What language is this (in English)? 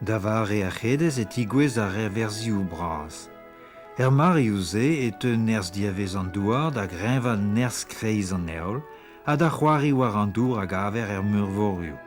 Breton